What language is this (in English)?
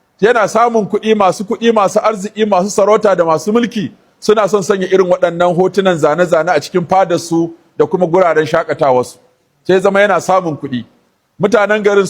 Hausa